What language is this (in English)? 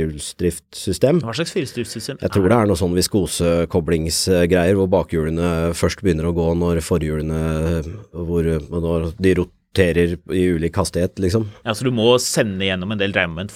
Norwegian